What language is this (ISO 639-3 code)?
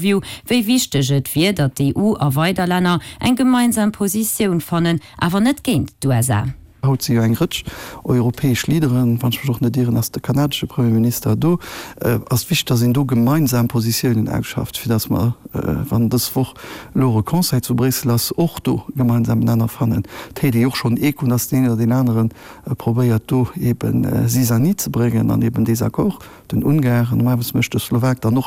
ltz